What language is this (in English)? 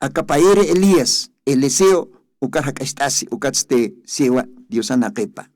Aymara